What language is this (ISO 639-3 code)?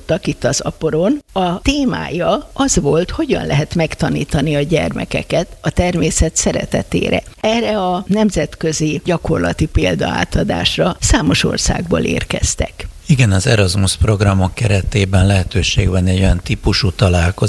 hun